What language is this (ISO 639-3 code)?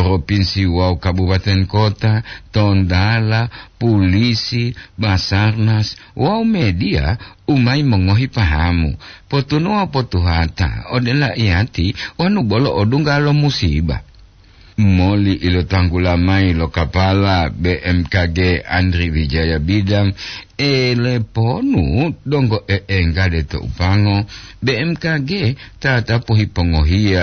gor